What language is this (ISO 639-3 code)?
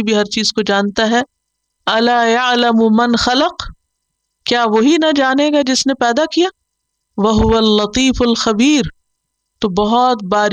urd